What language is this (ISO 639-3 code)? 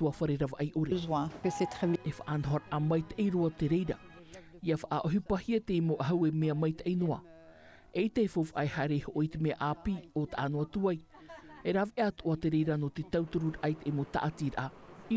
tah